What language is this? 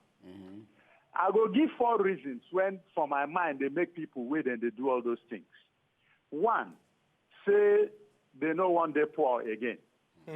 Nigerian Pidgin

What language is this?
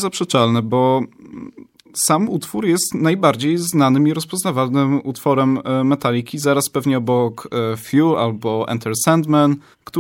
Polish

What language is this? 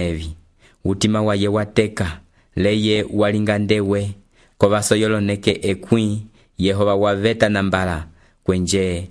Umbundu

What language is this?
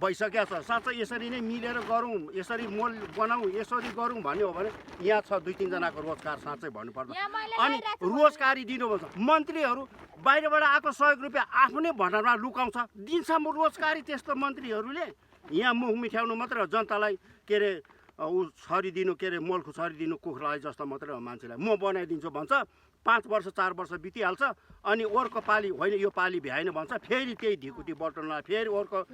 Nepali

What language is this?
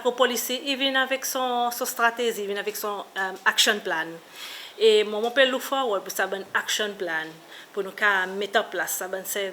Seselwa Creole French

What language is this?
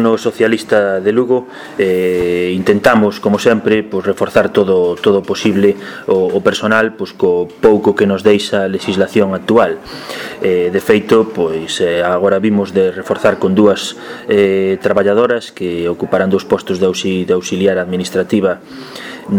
Galician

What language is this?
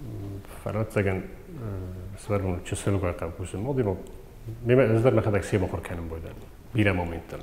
Ossetic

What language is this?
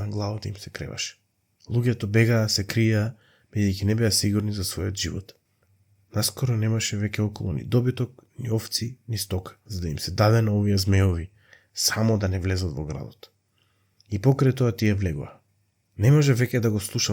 Macedonian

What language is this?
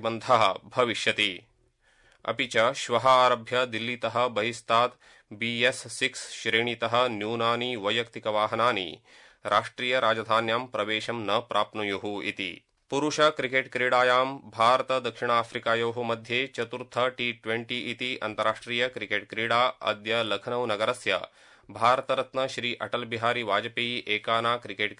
Sanskrit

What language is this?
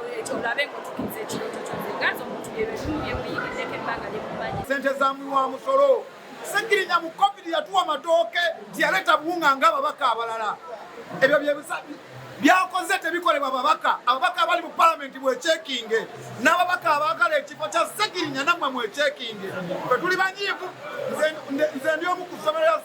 Ganda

